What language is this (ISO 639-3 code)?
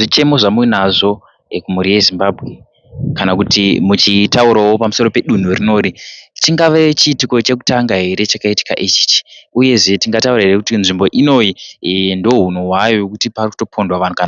sna